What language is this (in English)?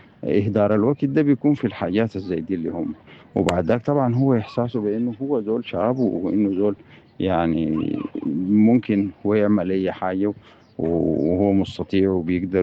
Sudanese Arabic